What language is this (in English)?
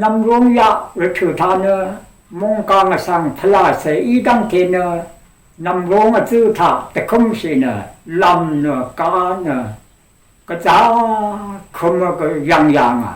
Rawang